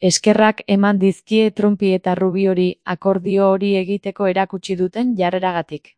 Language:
Basque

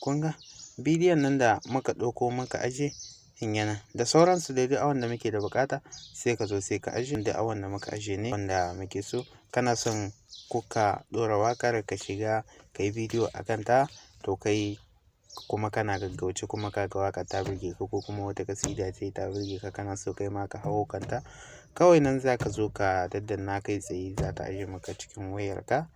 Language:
Hausa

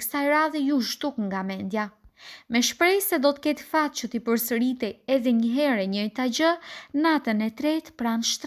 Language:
Albanian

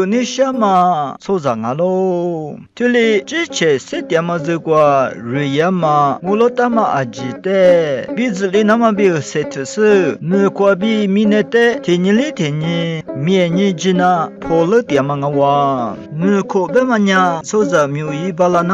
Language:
Lisu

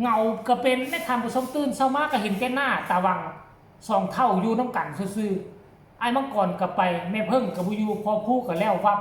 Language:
Northeastern Thai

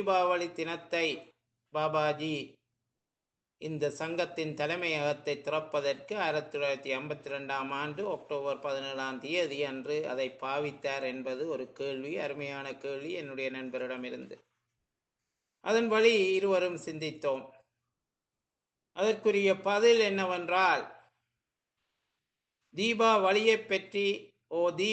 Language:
Tamil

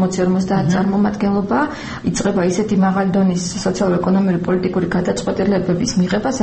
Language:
Georgian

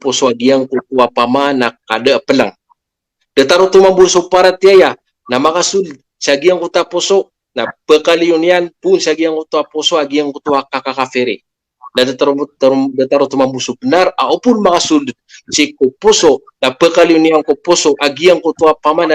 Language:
Maranao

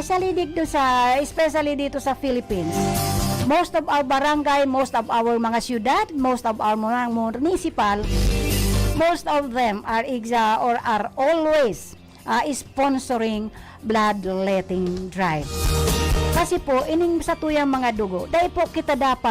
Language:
Bikol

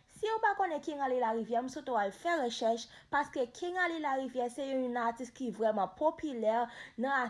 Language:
Haitian Creole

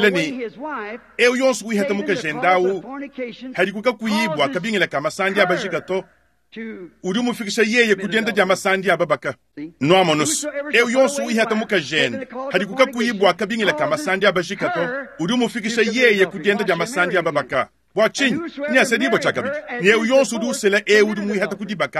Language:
Luba-Lulua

